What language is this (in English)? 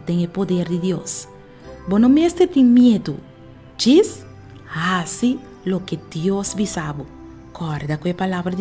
Papiamento